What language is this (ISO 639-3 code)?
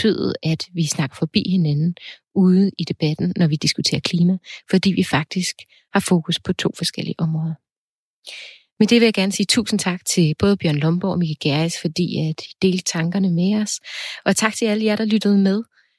dan